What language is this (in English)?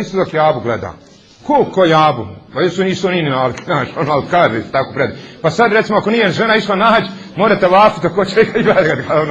Bosnian